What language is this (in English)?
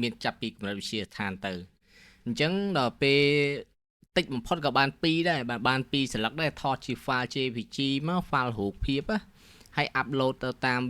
Khmer